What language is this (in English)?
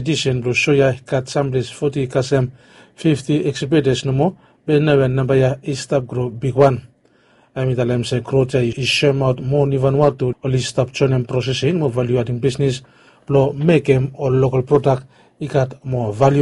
Bislama